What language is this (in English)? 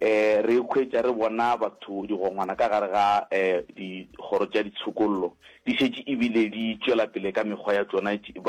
Northern Sotho